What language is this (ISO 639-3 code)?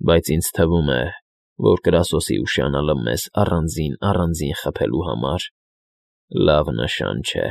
hye